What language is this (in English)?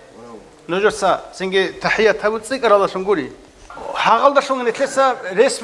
Avaric